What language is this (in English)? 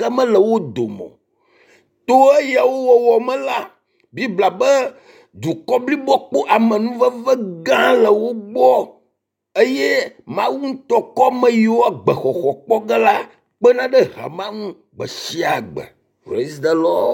Ewe